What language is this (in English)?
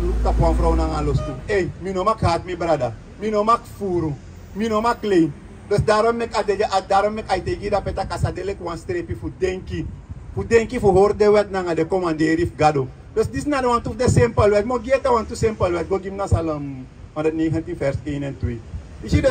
Sranan Tongo